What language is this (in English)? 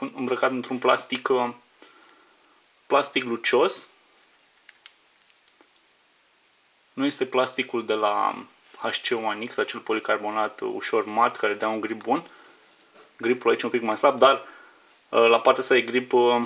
Romanian